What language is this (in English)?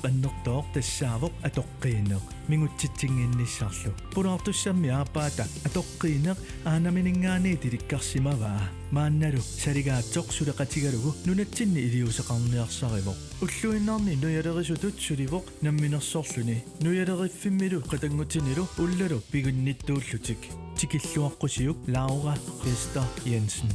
Kalaallisut